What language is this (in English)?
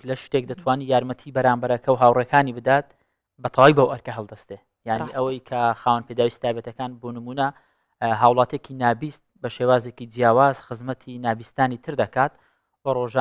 Central Kurdish